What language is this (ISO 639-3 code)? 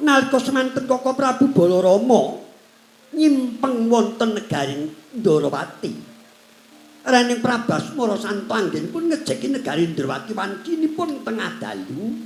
jav